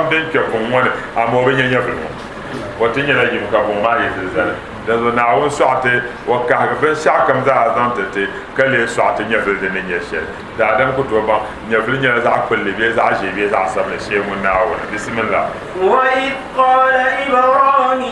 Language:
Dagbani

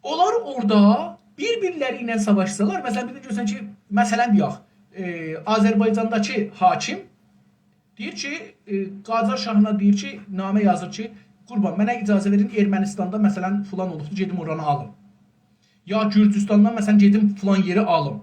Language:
South Azerbaijani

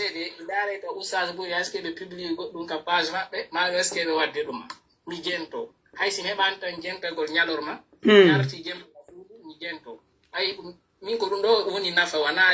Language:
Pular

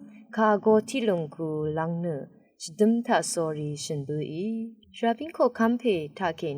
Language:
Rawang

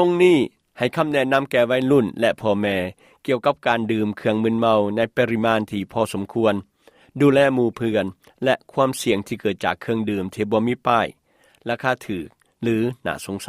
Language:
Lao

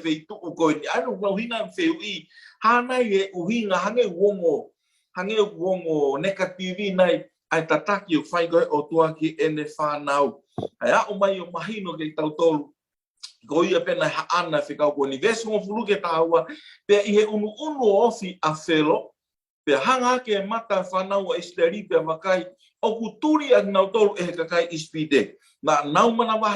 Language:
Tongan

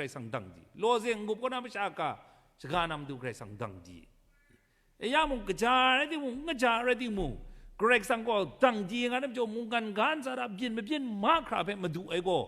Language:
Kachin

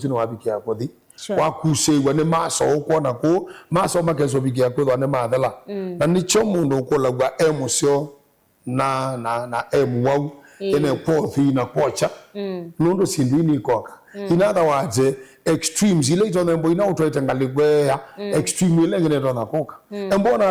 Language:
Kamba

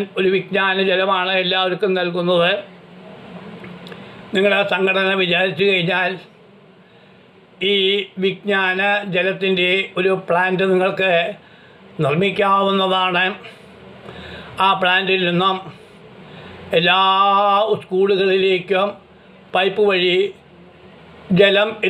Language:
Malayalam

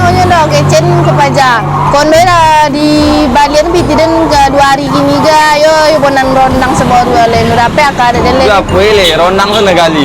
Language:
Minangkabau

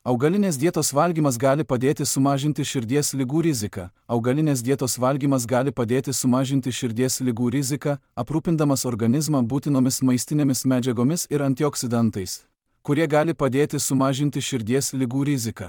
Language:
Lithuanian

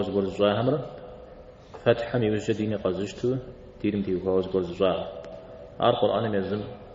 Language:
Kabardian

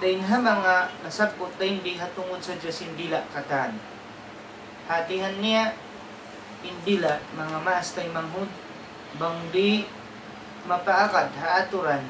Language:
Tausug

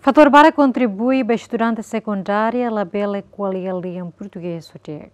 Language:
Tetum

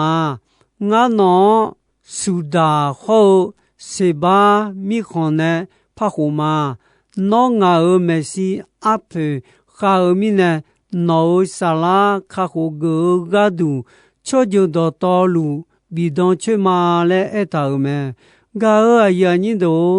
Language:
Akha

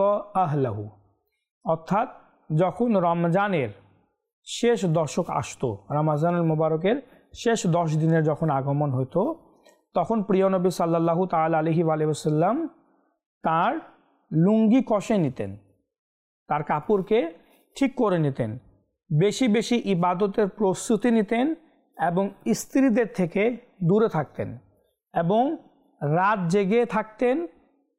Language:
Bangla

